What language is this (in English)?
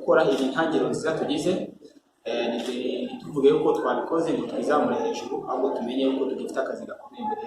Kinyarwanda